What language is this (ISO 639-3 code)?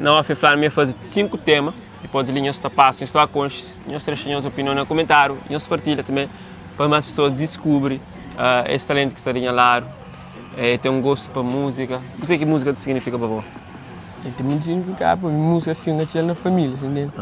kea